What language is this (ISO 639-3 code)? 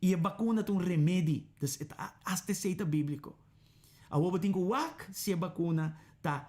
pap